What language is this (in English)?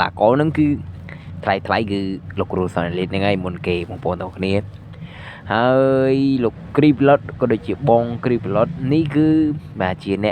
Khmer